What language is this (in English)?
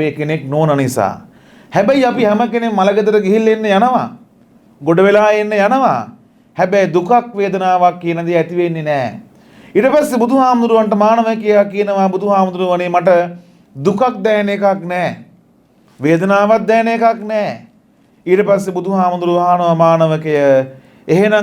Sinhala